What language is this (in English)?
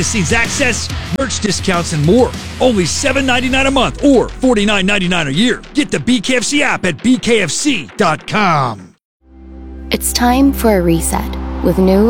English